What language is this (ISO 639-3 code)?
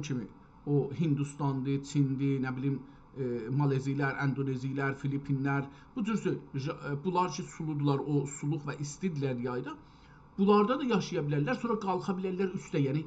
azb